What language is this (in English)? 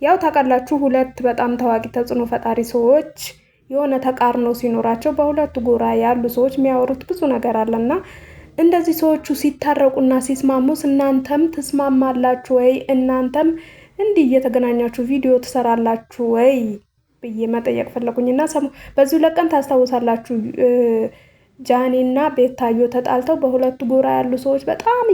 Amharic